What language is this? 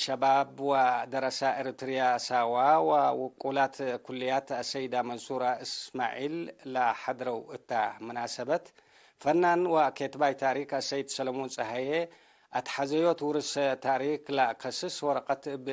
Tigre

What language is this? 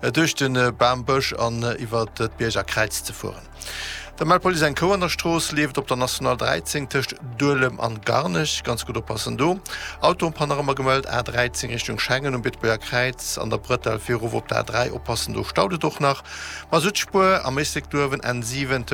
Luxembourgish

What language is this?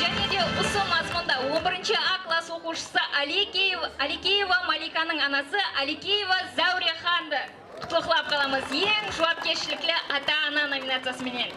Kara-Kalpak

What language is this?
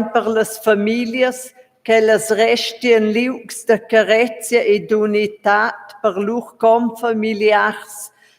Romansh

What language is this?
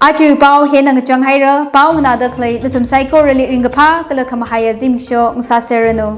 Tangkhul Naga (India)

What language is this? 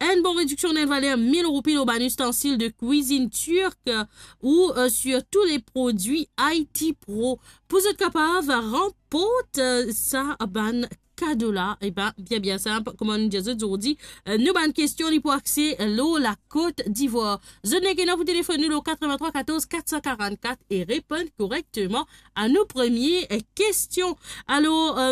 Morisyen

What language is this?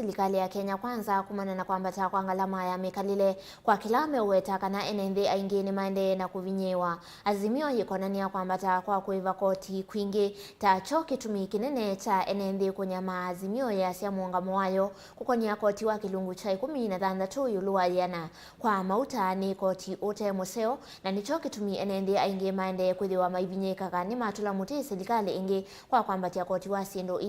Kamba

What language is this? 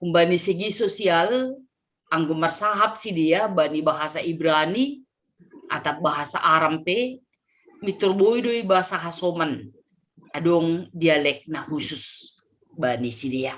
Batak Simalungun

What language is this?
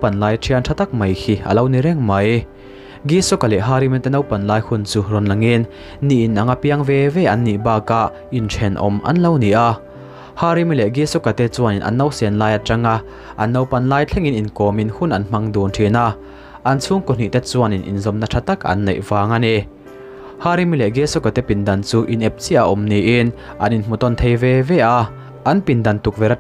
Mizo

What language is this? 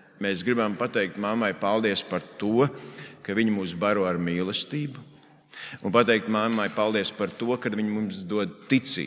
Latvian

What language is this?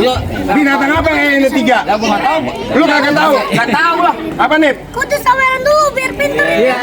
Betawi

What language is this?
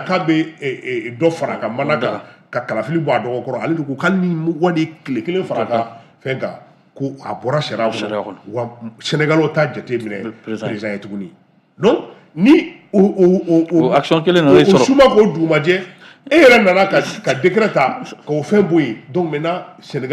Bambara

